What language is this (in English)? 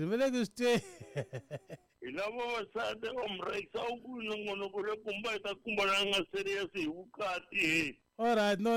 Tsonga